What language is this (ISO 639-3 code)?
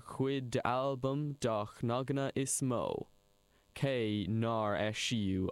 gle